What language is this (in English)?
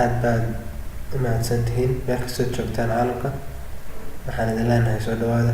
Somali